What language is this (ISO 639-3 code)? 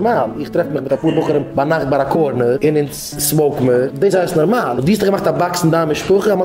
yid